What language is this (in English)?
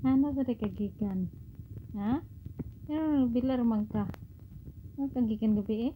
Cebuano